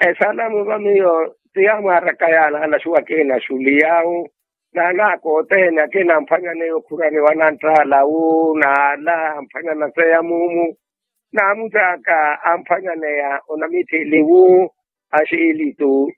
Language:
Makhuwa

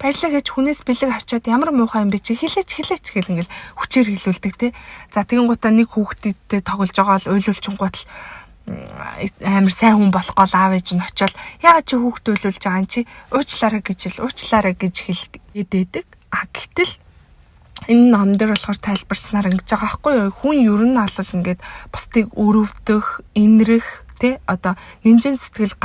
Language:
Mongolian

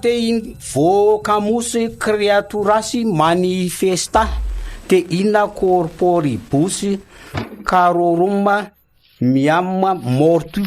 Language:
Malagasy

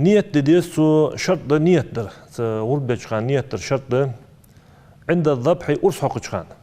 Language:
Ingush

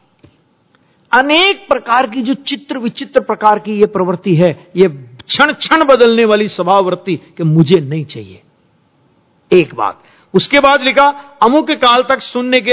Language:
Hindi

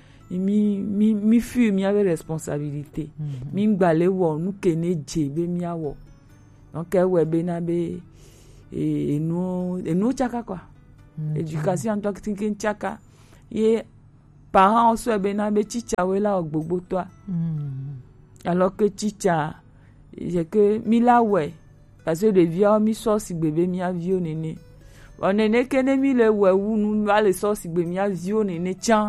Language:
Gen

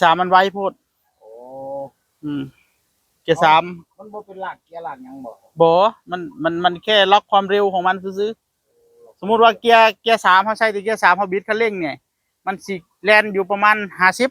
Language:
Northeastern Thai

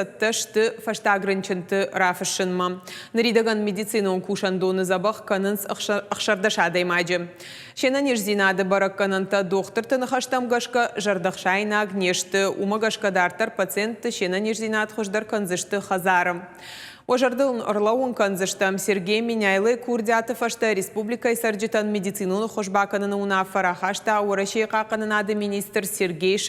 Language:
Ossetic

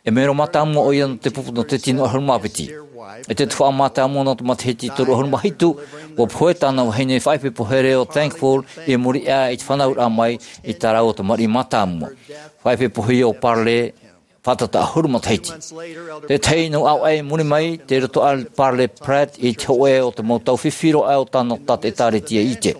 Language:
Tahitian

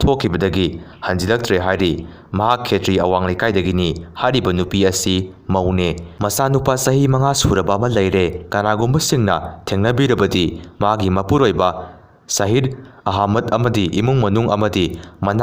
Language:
Manipuri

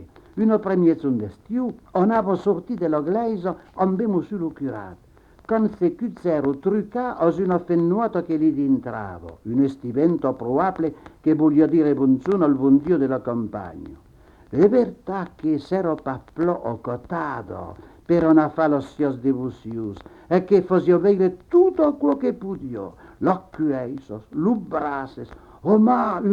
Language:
Occitan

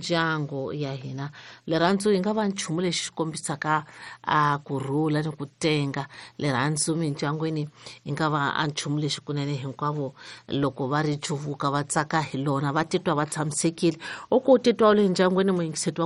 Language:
Tsonga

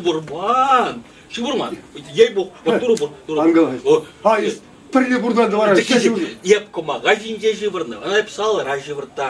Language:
Chuvash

